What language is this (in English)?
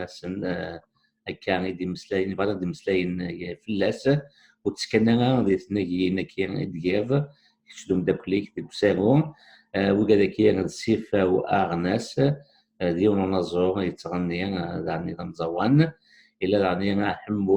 Kabyle